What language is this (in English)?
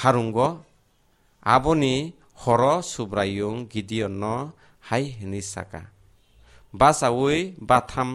Kok Borok